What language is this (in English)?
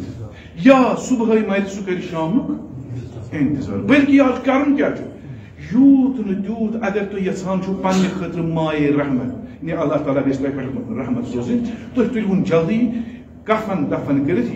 Kashmiri